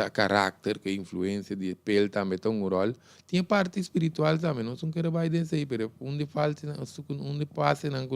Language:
Papiamento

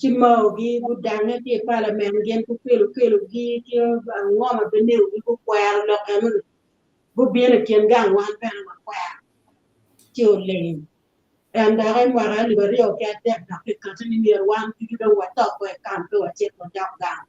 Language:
Acoli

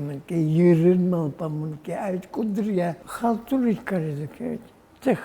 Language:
Udmurt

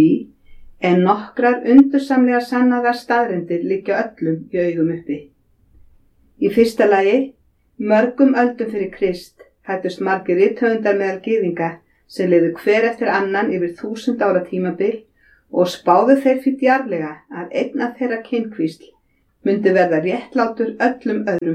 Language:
Icelandic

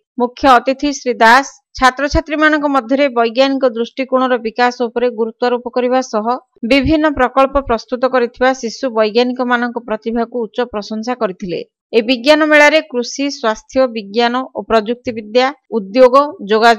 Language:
Odia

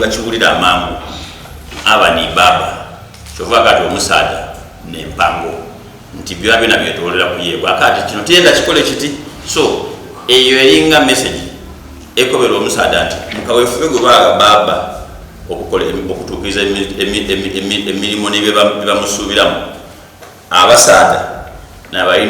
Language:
Soga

